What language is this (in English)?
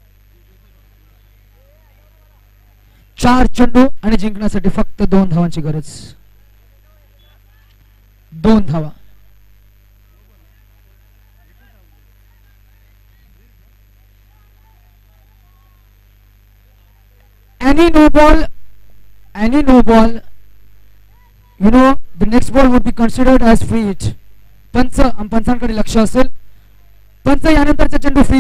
Marathi